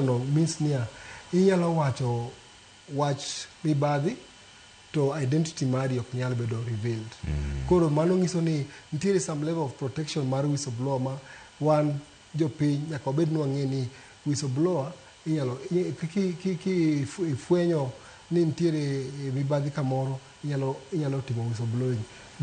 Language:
Luo (Kenya and Tanzania)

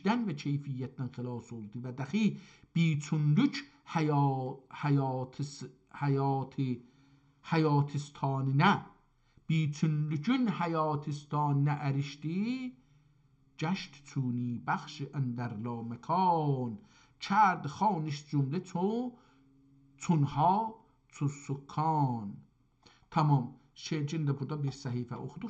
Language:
South Azerbaijani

